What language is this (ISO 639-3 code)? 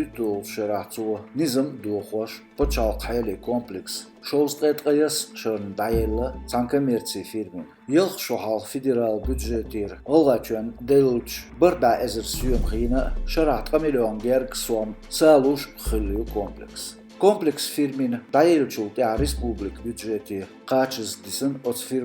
che